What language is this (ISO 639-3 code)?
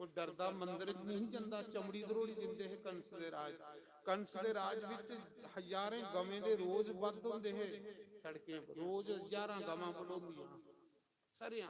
doi